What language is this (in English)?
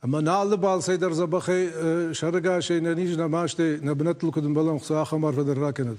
Ossetic